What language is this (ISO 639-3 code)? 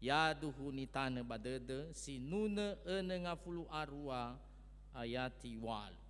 nia